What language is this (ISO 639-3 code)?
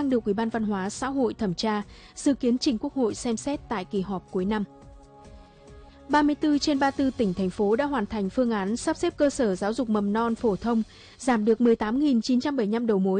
vie